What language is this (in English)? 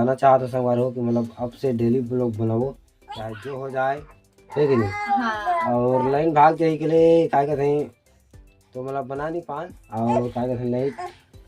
Chhattisgarhi